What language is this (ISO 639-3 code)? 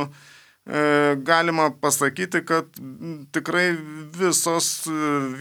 lit